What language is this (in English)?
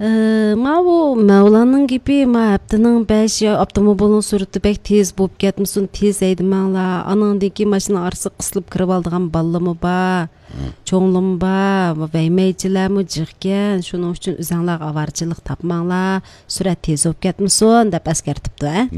Uyghur